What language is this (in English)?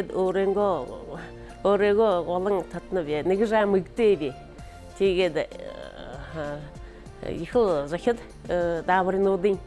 Buriat